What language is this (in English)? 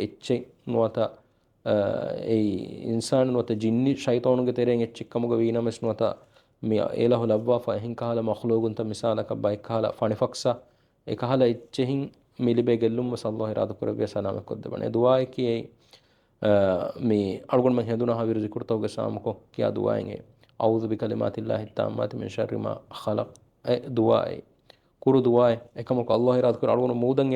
Divehi